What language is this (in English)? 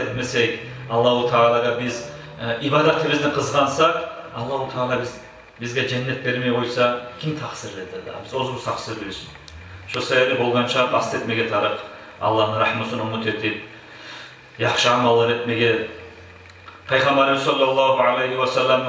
Kumyk